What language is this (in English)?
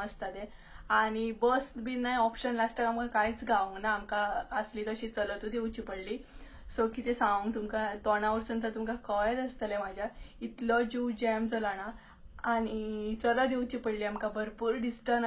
Konkani